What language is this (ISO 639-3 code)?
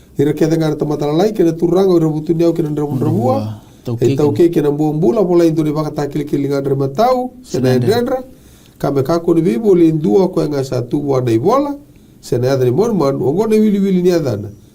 fij